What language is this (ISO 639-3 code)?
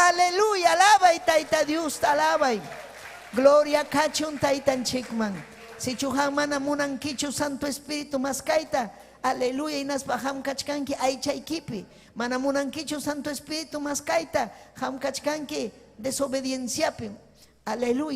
quy